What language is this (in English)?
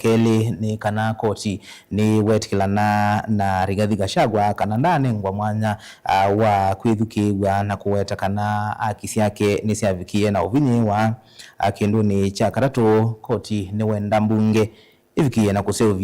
Kamba